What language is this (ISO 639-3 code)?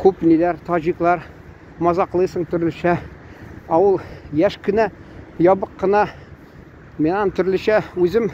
tat